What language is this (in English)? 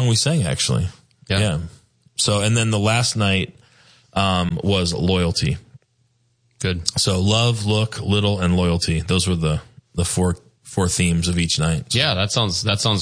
English